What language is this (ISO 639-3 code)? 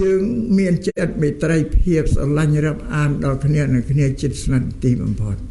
khm